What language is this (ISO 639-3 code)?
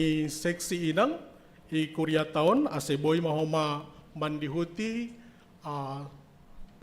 bts